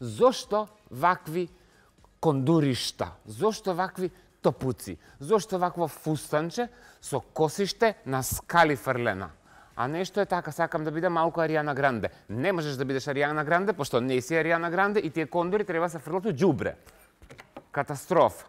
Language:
Macedonian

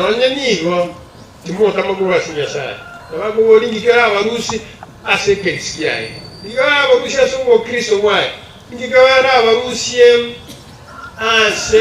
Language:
Gusii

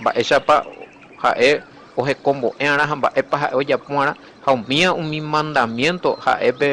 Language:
Guarani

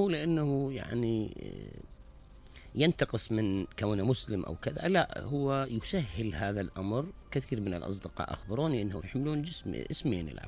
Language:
Mesopotamian Arabic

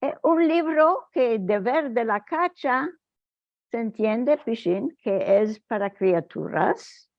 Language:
Ladino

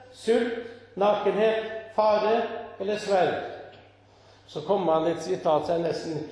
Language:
Norwegian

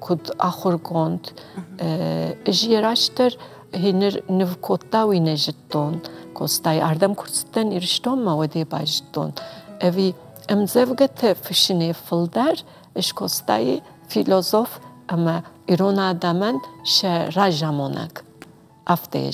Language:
Ossetic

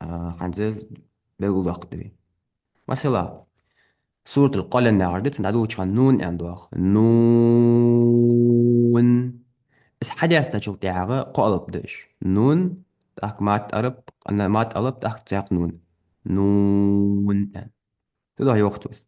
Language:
Ingush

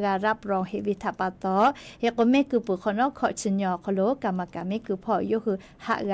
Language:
Lahu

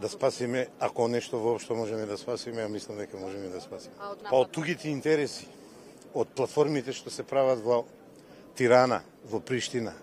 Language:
Macedonian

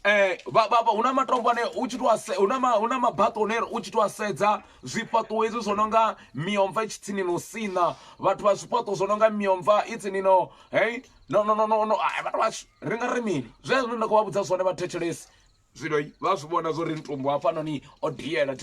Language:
Venda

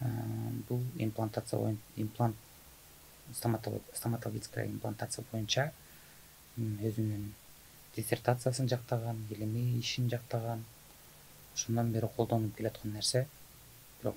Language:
Kyrgyz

